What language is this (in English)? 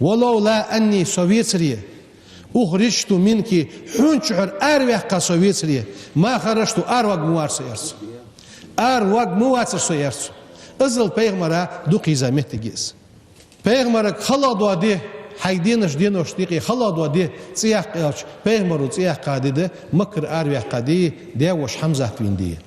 Ingush